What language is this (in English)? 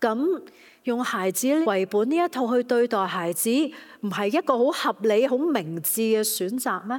Cantonese